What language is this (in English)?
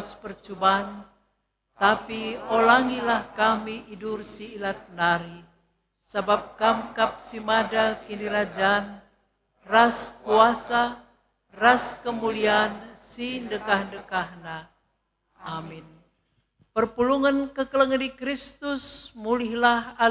Batak Karo